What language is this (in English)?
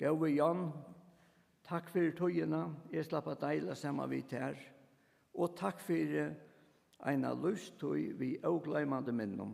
Faroese